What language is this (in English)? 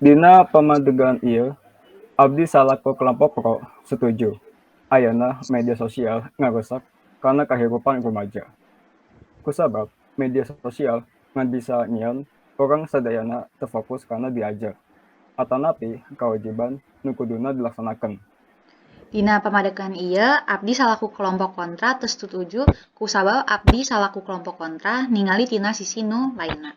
Sundanese